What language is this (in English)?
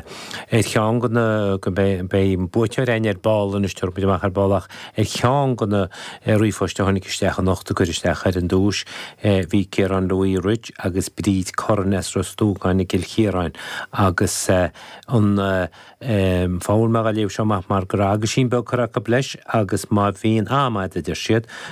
Irish